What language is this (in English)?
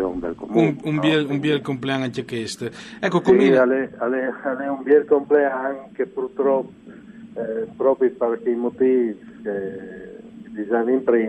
Friulian